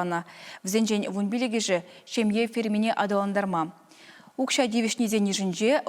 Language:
Chuvash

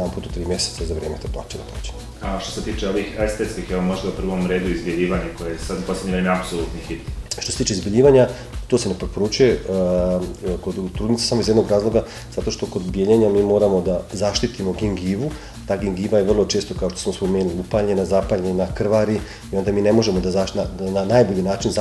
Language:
Bosnian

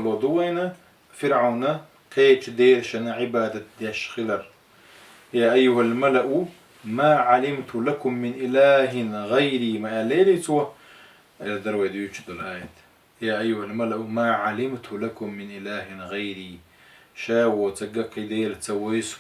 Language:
Chechen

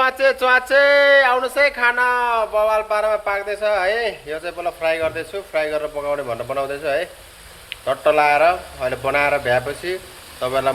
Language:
Nepali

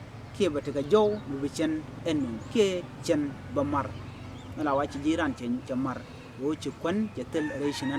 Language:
Nuer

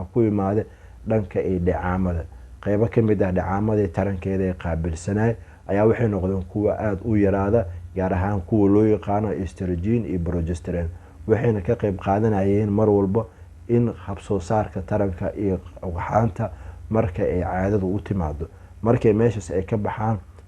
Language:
Somali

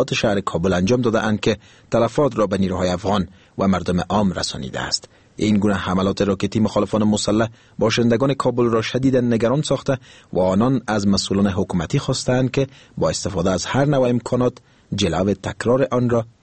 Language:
Persian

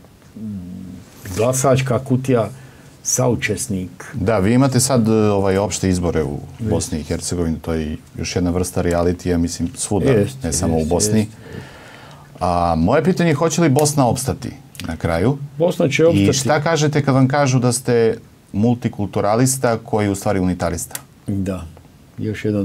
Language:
Bosnian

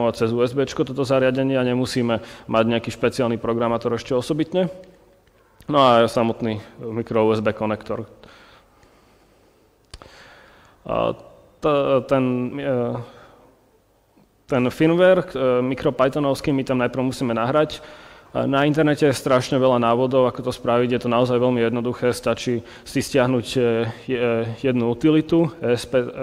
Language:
Slovak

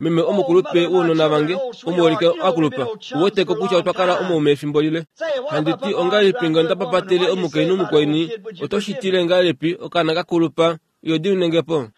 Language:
Kuanyama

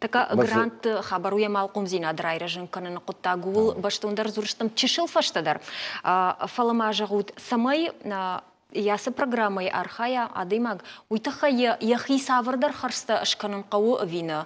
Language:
Ossetic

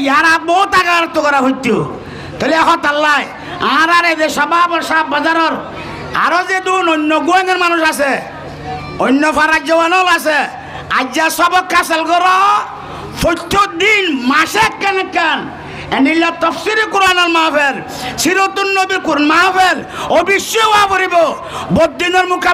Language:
Rohingya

